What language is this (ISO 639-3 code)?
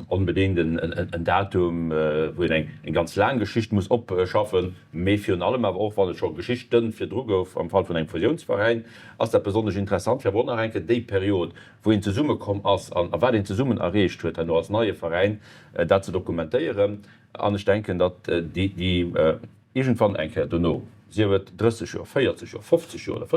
ltz